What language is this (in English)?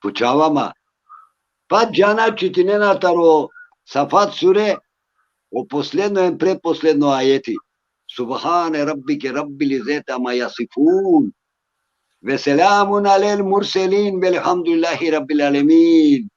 Balkan Romani